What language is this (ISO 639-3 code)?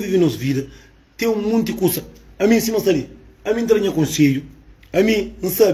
kea